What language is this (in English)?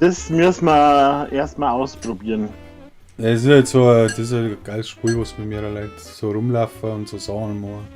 Bavarian